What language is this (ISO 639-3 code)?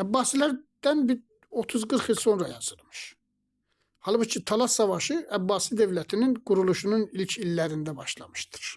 aze